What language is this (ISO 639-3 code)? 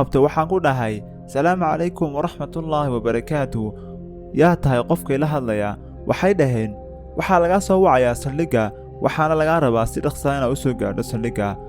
som